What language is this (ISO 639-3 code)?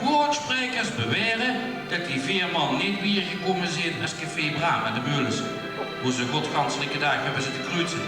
lim